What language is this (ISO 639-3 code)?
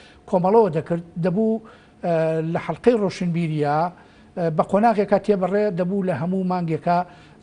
ckb